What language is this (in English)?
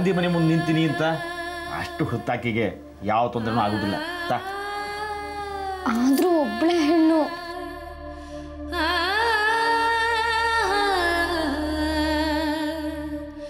Kannada